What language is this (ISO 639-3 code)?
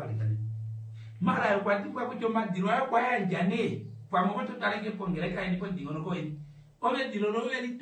kua